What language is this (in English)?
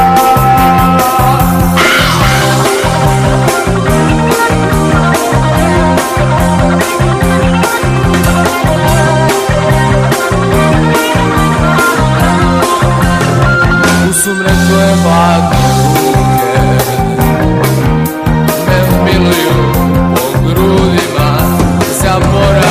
Serbian